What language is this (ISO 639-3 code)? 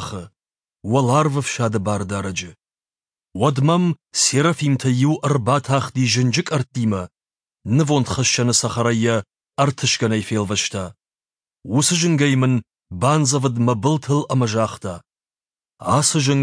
oss